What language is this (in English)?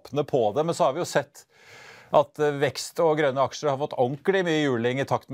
Norwegian